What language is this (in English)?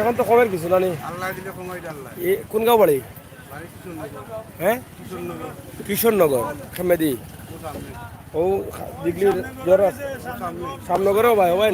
Sylheti